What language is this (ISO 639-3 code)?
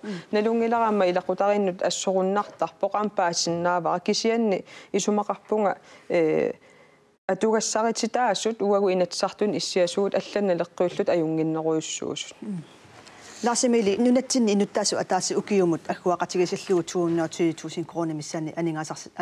kal